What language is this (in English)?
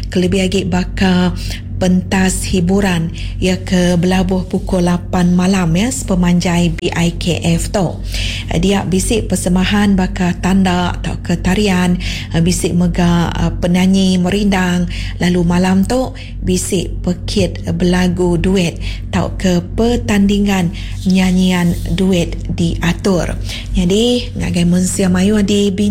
Iban